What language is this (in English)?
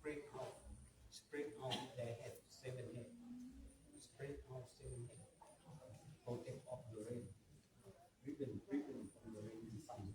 Pali